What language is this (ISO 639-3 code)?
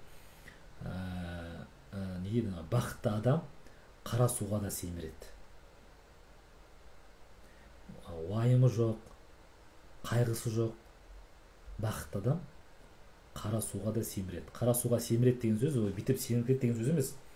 kaz